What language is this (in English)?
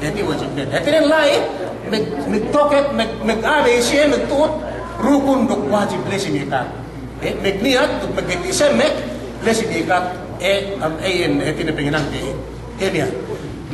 Yakan